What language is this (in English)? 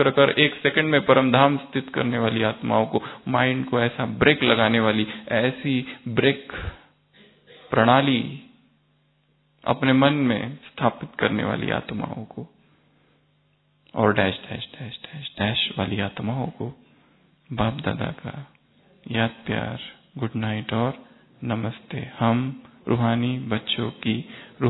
Hindi